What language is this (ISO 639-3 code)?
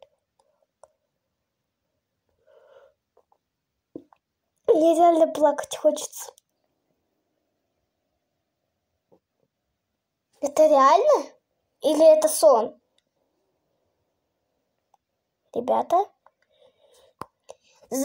rus